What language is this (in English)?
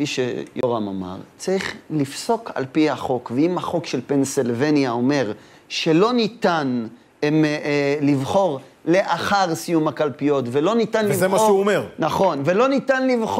Hebrew